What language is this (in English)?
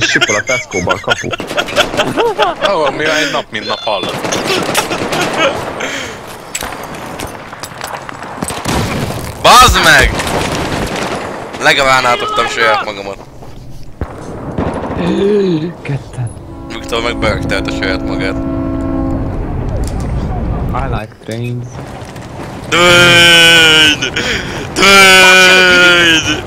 Hungarian